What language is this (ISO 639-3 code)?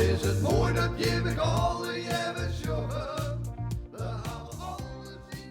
fry